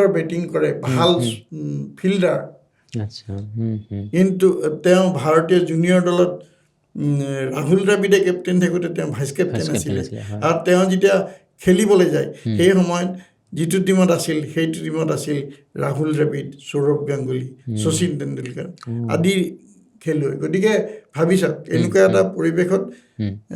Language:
Assamese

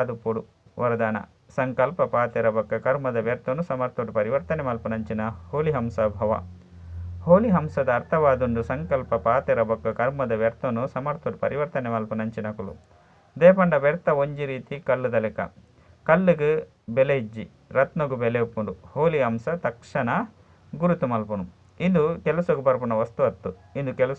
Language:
Tulu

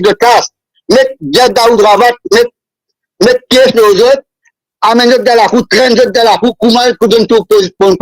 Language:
Morisyen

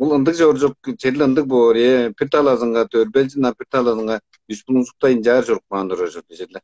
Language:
Tuvinian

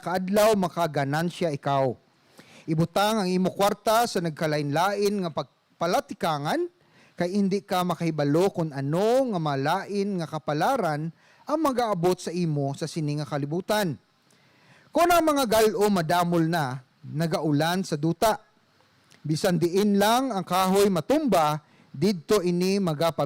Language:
Hiligaynon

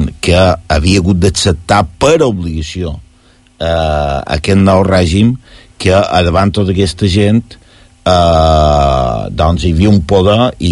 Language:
Catalan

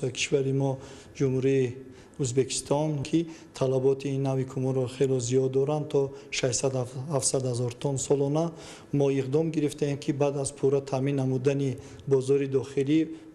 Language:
Tajik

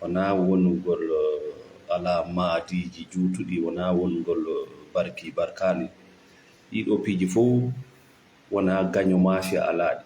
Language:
Fula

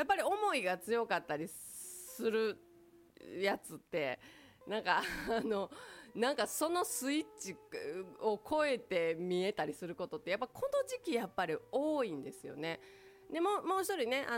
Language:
Japanese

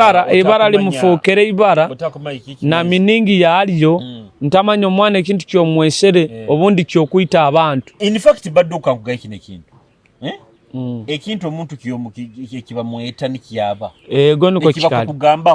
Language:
Nyoro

